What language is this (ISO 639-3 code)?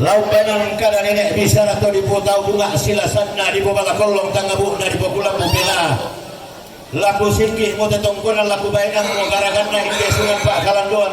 sda